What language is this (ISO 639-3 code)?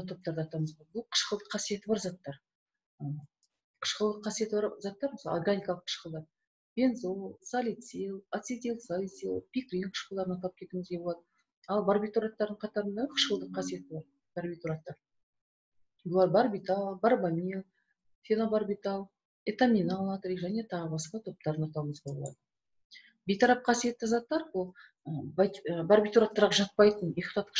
kaz